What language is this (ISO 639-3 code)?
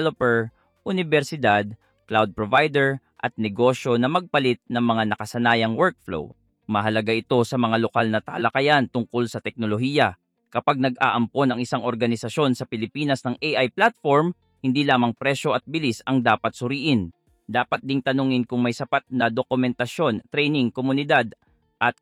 fil